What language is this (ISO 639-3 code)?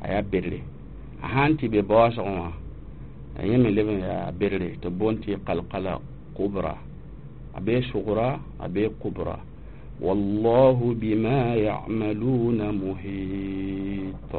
mos